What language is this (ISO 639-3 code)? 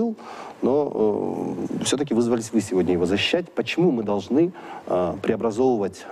rus